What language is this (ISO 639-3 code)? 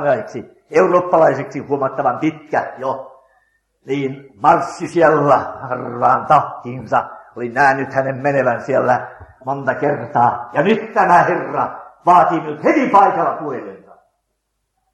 fin